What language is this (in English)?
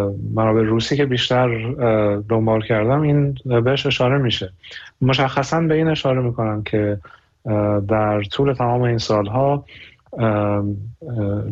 Persian